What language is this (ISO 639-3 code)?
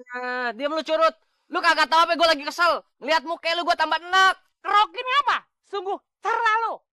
bew